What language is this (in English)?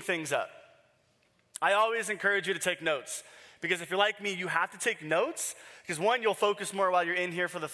English